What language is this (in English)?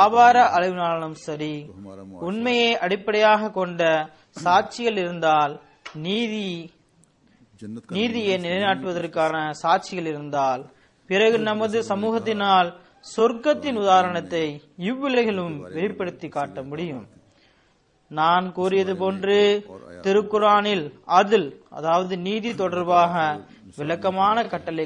Tamil